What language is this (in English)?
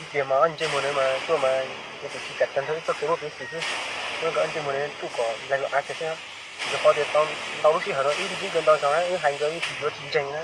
Hmong